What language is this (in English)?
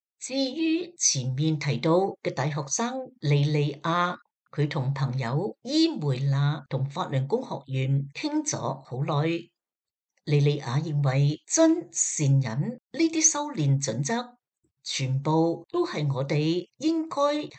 Cantonese